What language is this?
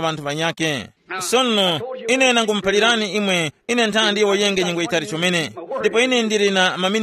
Tumbuka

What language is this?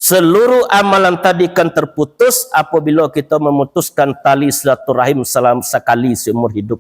Minangkabau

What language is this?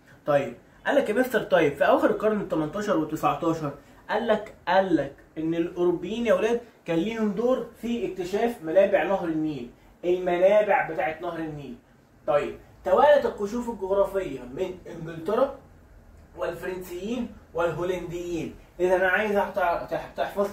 Egyptian Arabic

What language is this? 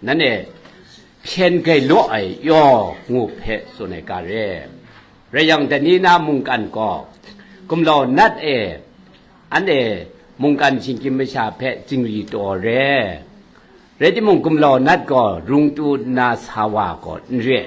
Kachin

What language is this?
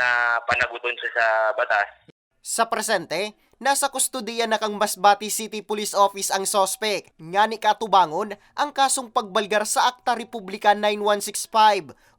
Bikol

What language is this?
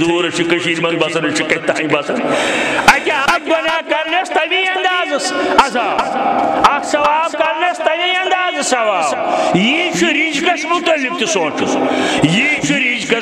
Kashmiri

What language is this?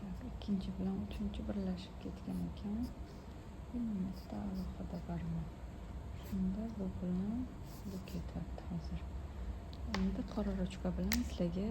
Uzbek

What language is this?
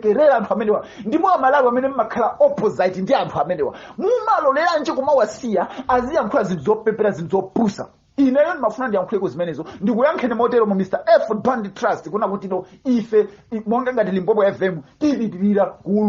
Nyanja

